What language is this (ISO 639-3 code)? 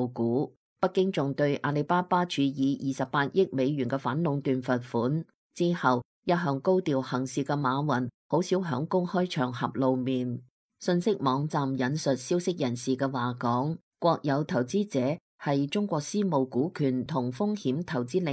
yue